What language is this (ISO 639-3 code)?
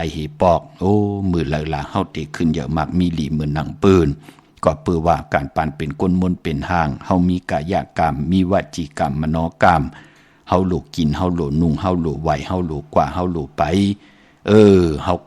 shn